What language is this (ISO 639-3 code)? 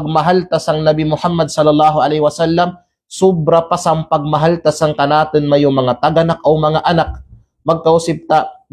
kqe